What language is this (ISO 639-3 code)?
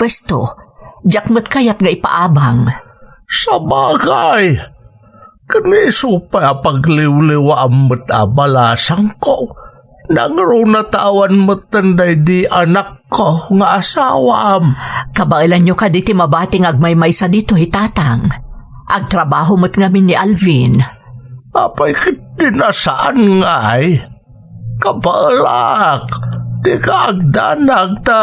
ilo